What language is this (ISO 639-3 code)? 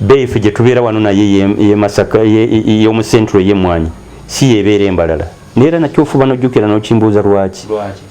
lug